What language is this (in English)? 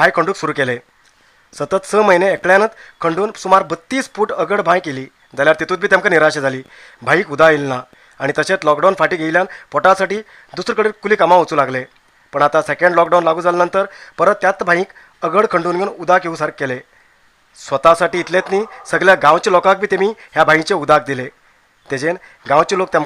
Konkani